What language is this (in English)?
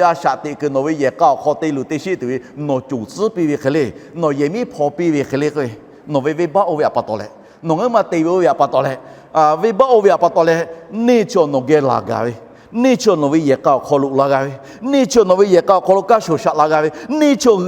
Lahu